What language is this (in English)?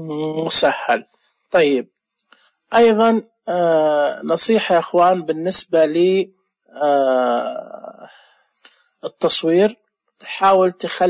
Najdi Arabic